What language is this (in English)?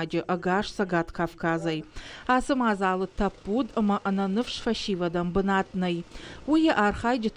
Ossetic